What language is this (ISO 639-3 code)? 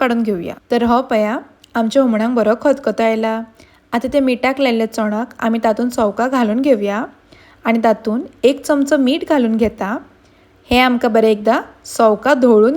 kok